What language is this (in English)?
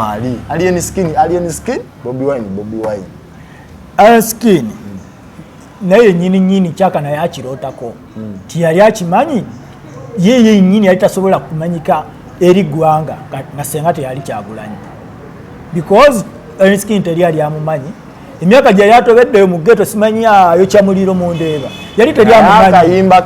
Ganda